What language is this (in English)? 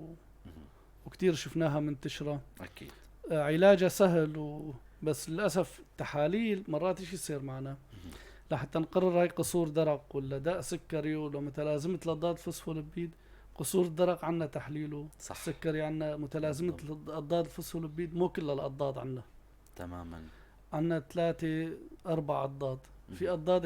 North Levantine Arabic